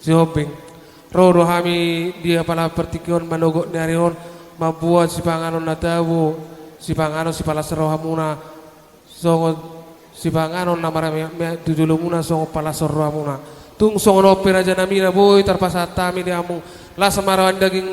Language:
Batak Toba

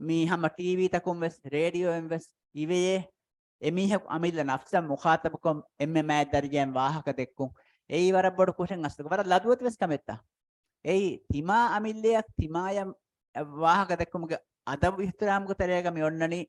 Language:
Divehi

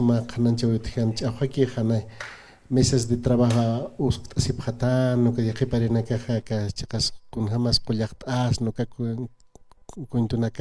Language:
Aymara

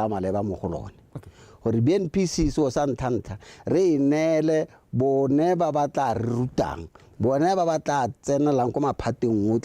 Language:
Tswana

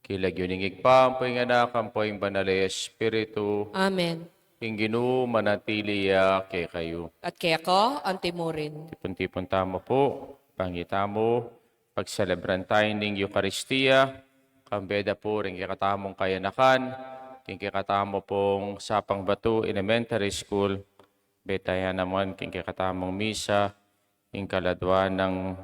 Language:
Pampanga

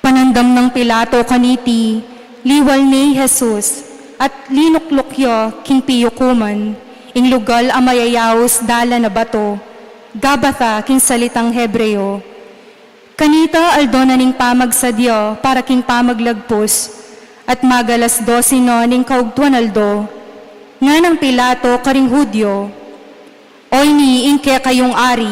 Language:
Pampanga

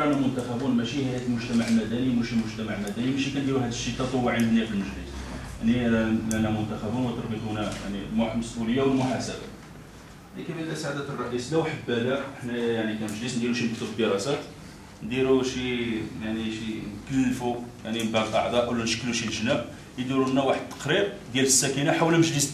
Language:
Moroccan Arabic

